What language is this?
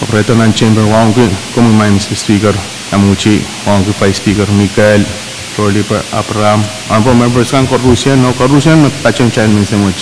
Pohnpeian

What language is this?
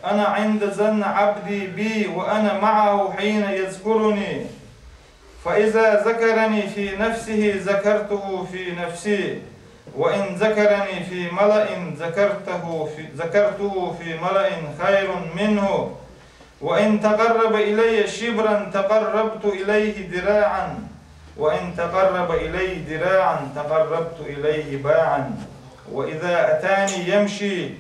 Chechen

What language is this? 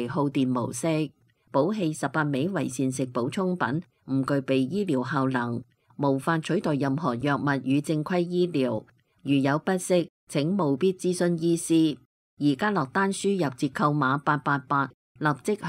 Cantonese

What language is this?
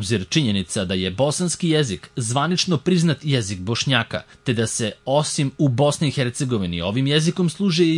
Serbian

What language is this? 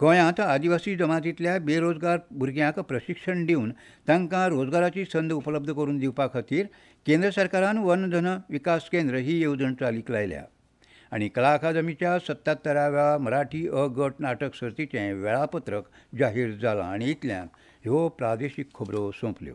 Konkani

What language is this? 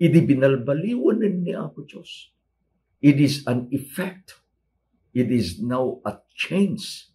Iloko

